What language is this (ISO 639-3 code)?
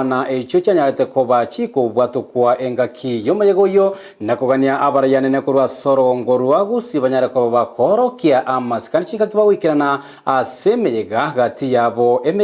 guz